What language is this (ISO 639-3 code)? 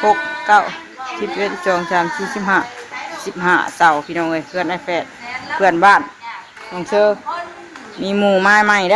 tts